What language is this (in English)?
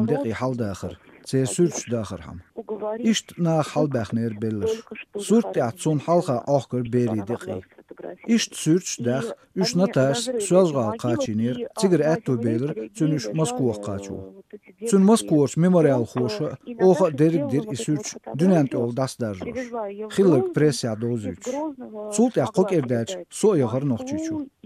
Chechen